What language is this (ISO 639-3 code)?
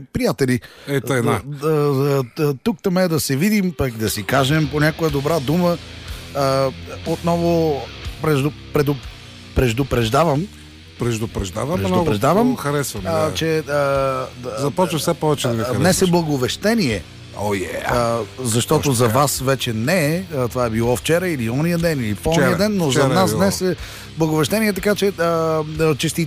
bul